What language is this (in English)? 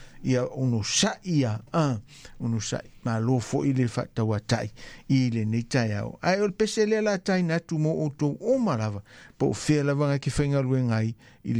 Samoan